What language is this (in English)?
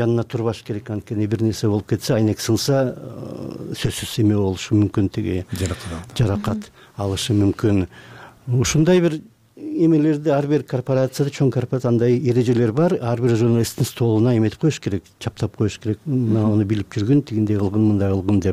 Kyrgyz